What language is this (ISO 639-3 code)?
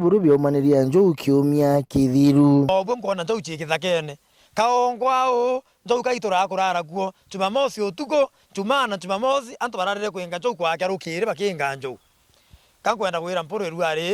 mer